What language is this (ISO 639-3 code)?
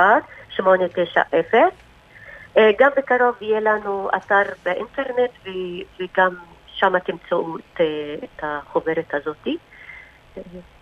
heb